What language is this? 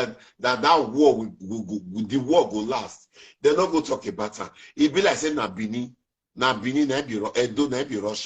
Nigerian Pidgin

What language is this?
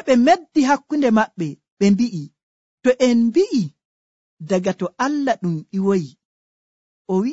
Nigerian Fulfulde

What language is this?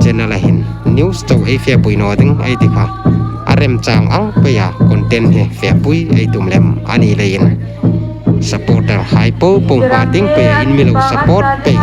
Hmar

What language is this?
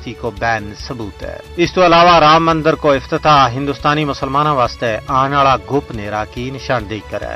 Gujari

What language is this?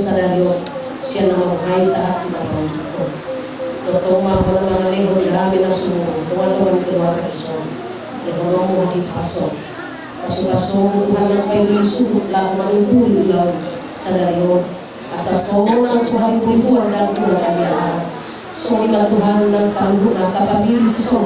Batak Toba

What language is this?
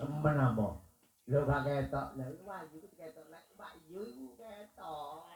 Javanese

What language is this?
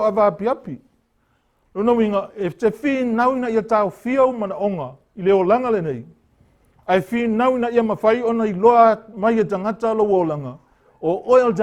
Samoan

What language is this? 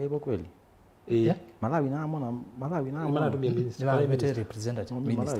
Kamba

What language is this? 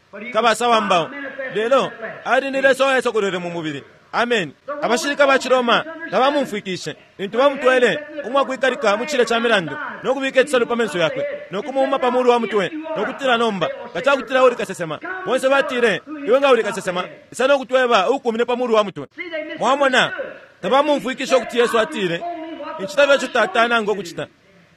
Bemba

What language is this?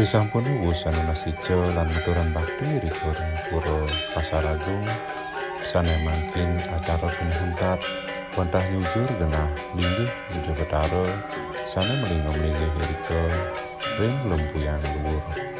Balinese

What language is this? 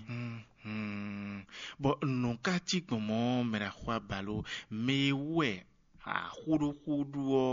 Fon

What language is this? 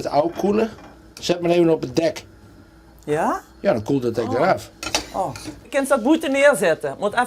Western Frisian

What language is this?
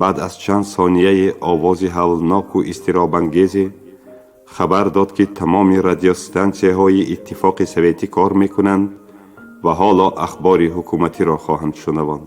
Tajik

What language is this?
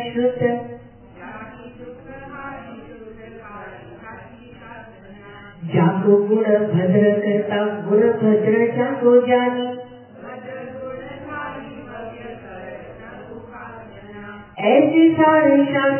Gujarati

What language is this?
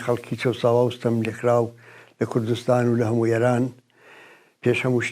Central Kurdish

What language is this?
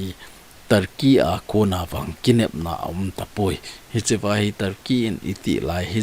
Thado Chin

